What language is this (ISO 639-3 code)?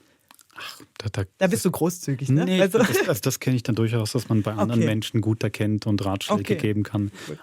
gsw